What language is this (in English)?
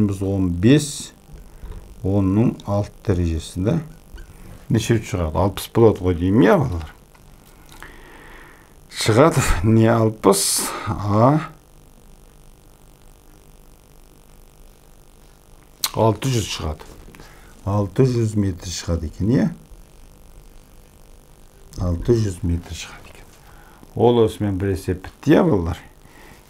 Kazakh